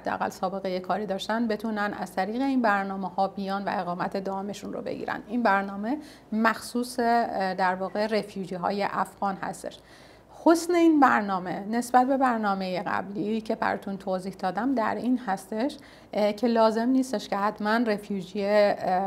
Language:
Persian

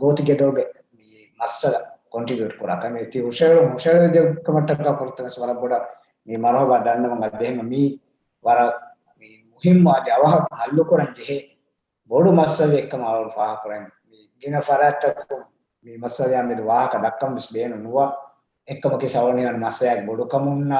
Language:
Divehi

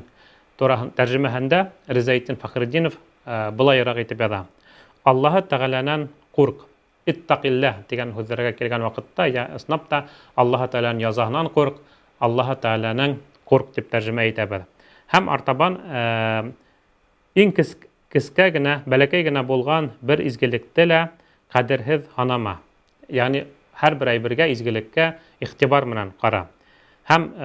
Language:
Bashkir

